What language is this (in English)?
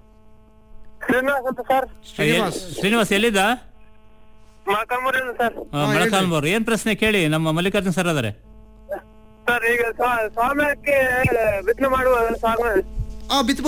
Kannada